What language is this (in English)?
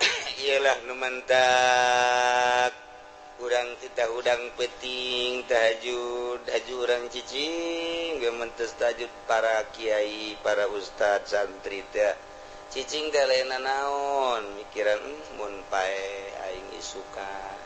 Sundanese